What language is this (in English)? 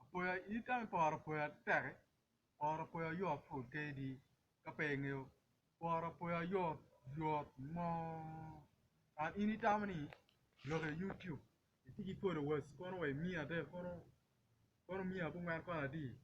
Acoli